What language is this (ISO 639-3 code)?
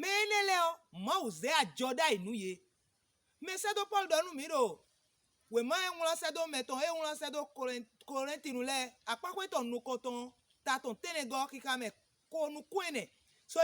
fon